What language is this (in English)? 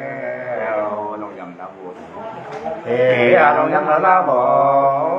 Nung (Viet Nam)